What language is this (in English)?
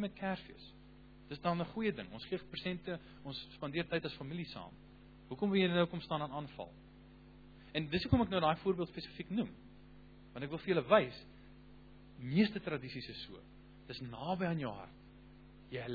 Afrikaans